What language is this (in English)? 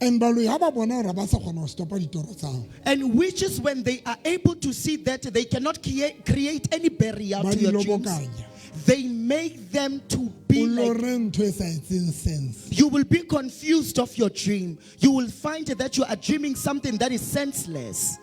Southern Sotho